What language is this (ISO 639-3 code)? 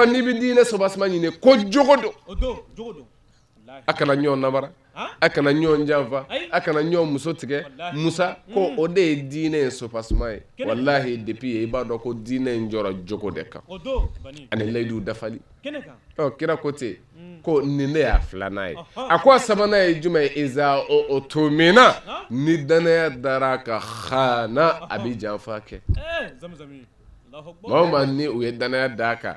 bam